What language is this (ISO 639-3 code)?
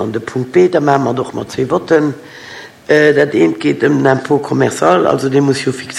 ltz